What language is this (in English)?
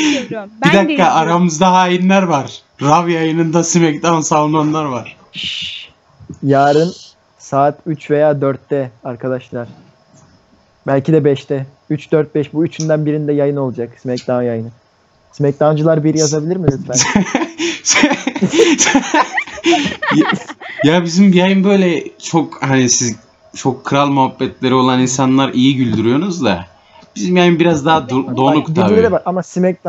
Turkish